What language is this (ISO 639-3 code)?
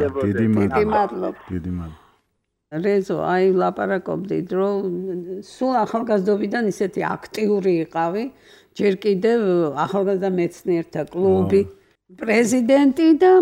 kat